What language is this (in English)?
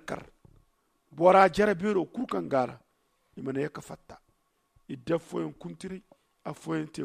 Zarma